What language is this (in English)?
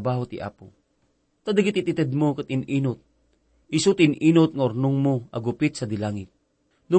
Iloko